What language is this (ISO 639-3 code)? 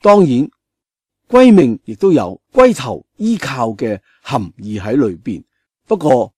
yue